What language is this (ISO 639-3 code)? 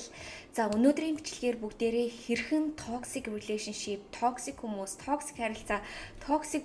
mon